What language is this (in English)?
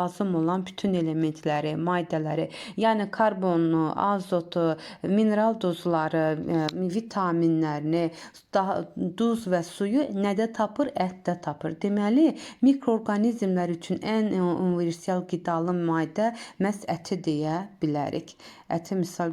Azerbaijani